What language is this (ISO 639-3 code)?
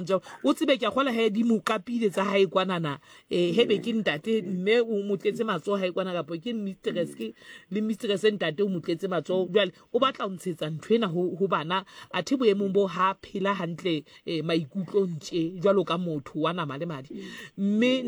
sot